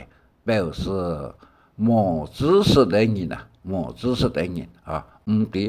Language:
Hakka Chinese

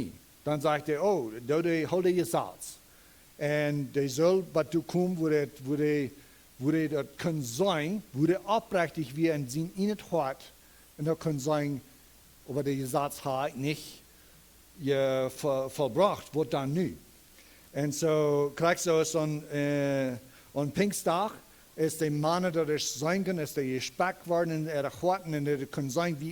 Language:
Plautdietsch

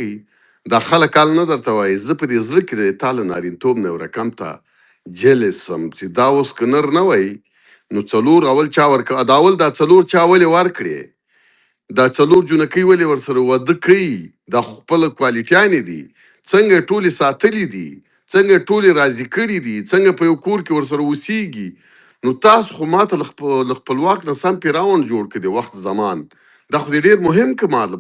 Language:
Pashto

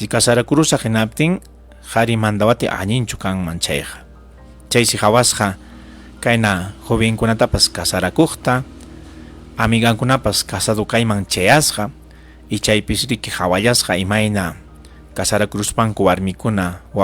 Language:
Ayacucho Quechua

